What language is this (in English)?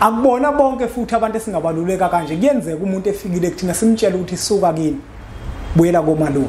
Zulu